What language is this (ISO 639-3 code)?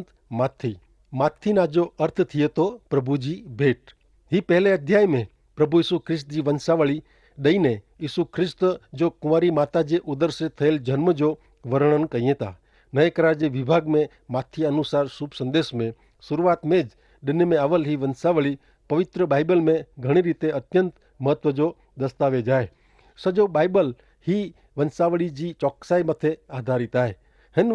kfr